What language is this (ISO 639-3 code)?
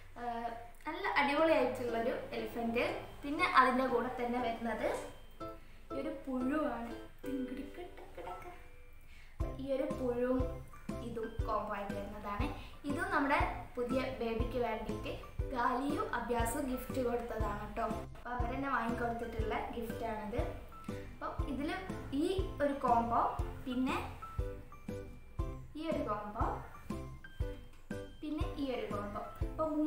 mal